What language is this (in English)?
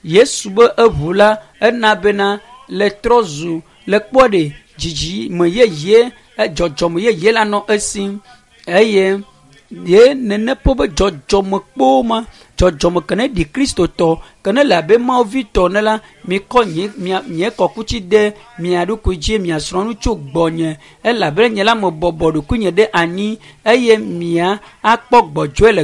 Ewe